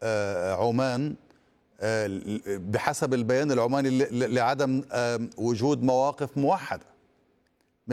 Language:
Arabic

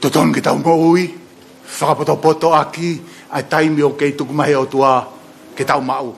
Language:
Tongan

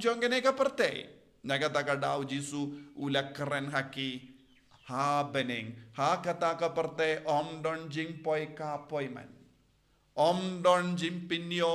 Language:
Khasi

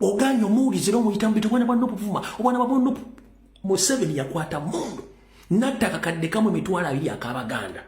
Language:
Ganda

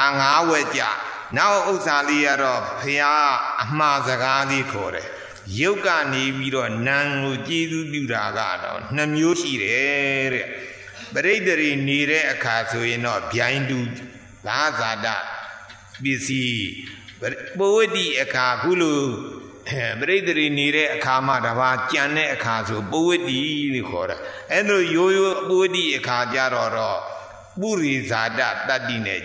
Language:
Burmese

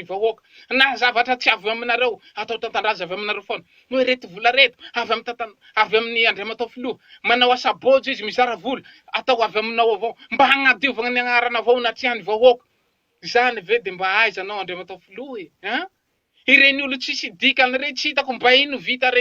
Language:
Malagasy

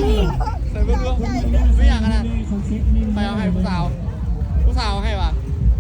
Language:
Lao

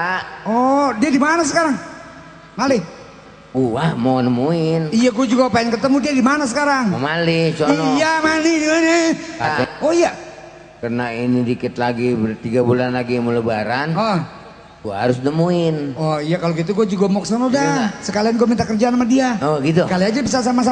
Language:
Betawi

